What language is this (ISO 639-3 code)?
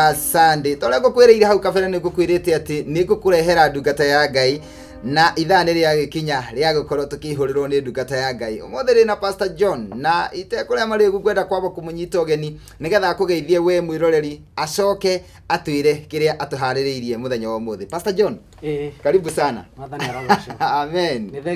kik